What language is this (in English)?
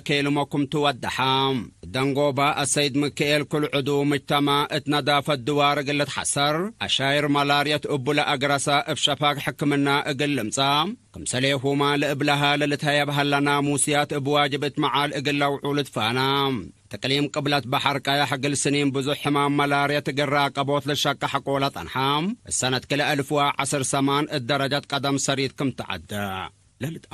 Tigre